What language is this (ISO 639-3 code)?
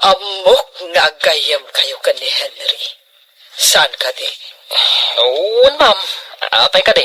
ilo